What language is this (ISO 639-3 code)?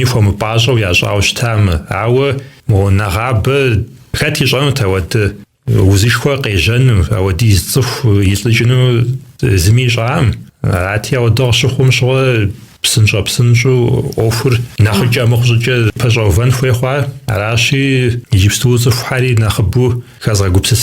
kbd